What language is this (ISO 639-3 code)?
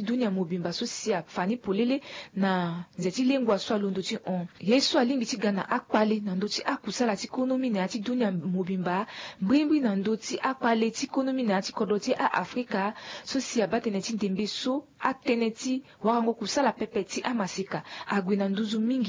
sag